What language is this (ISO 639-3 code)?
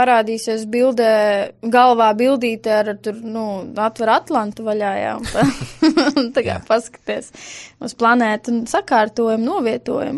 lav